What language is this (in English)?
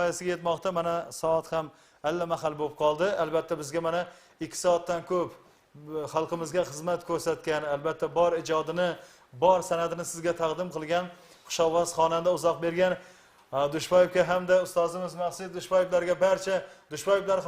Kara-Kalpak